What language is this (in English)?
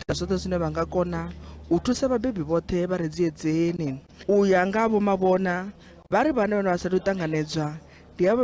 Venda